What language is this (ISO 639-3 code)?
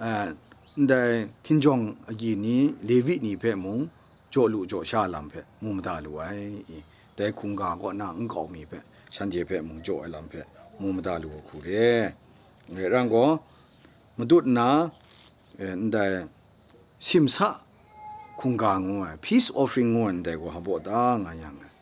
kac